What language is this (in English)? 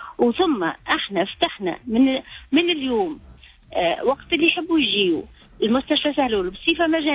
Tunisian Arabic